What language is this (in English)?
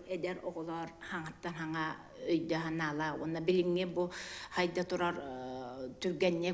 Yakut